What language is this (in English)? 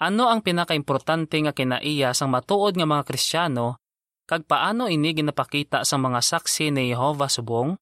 Hiligaynon